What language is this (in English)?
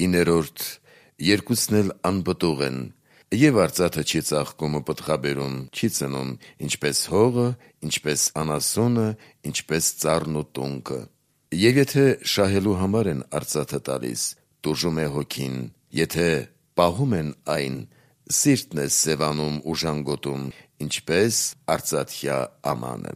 Armenian